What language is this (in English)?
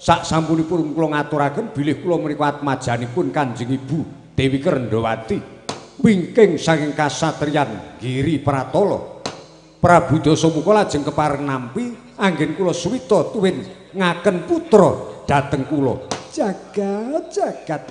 Javanese